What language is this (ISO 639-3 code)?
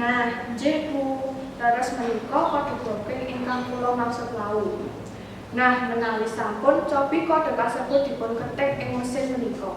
jav